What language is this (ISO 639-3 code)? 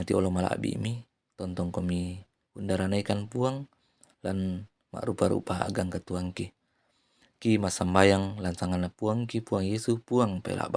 sda